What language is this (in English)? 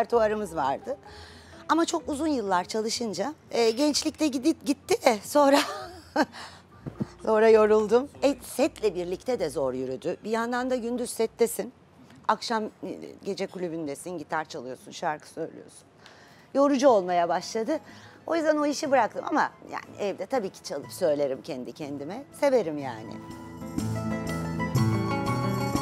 Turkish